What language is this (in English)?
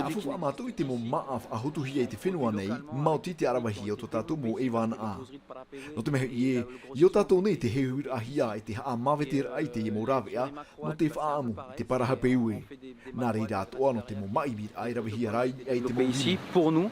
Tahitian